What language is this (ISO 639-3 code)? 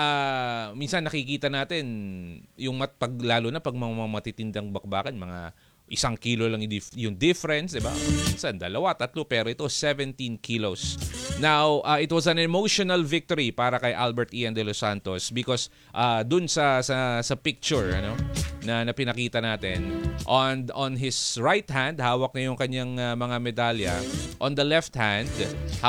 fil